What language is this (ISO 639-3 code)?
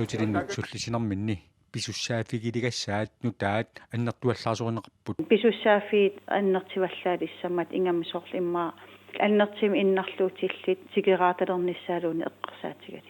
kal